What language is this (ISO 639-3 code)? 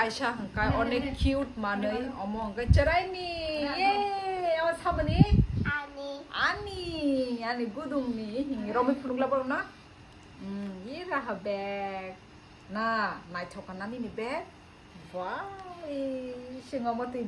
trp